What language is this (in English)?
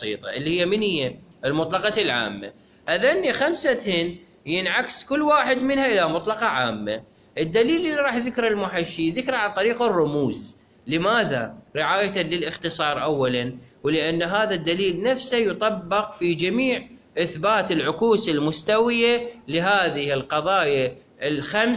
Mesopotamian Arabic